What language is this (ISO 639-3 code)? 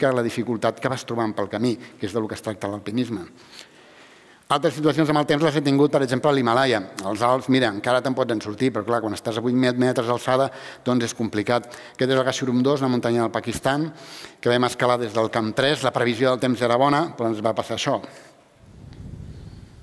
cat